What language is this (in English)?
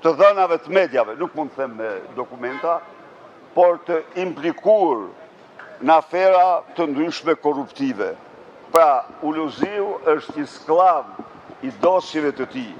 Albanian